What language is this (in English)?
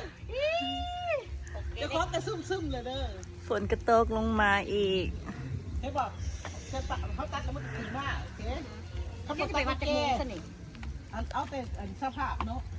Lao